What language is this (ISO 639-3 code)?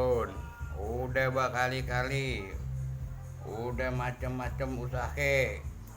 bew